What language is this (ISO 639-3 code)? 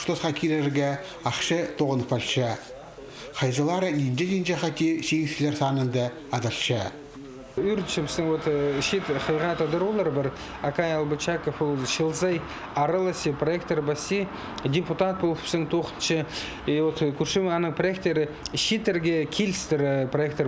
kjh